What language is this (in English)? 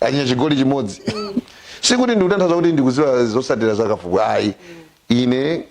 Nyanja